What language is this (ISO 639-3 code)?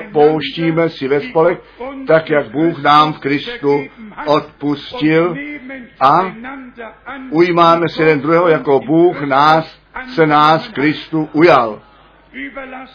ces